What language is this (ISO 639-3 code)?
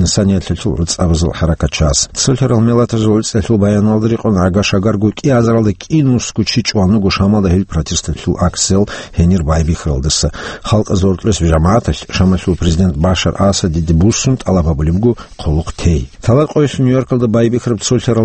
ava